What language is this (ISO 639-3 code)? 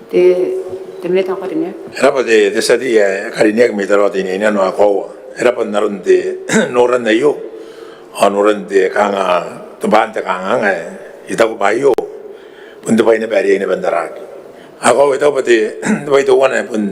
gil